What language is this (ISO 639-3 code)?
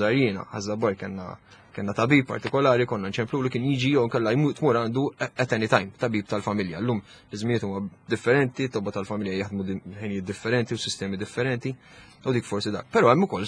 mlt